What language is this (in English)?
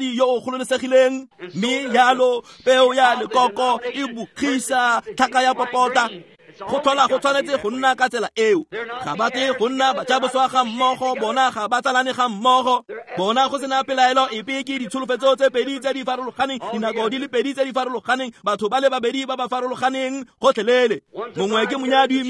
Tswana